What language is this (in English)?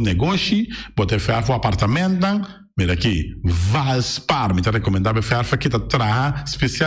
Papiamento